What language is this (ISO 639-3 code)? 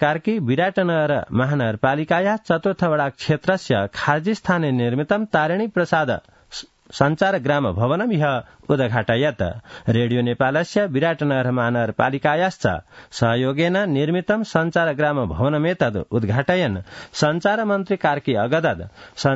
san